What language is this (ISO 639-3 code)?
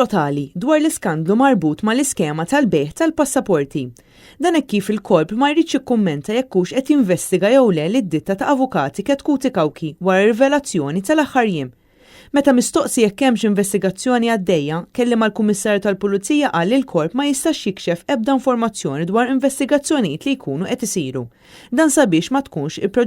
mlt